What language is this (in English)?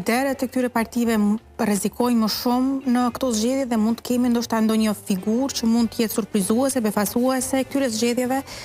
Albanian